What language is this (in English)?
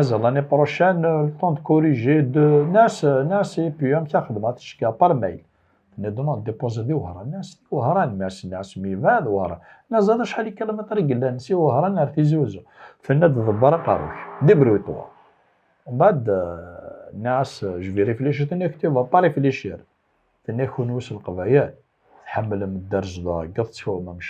Kabyle